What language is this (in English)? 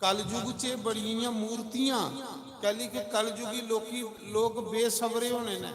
Dogri